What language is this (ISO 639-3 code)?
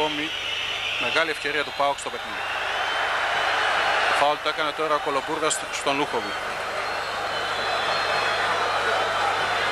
ell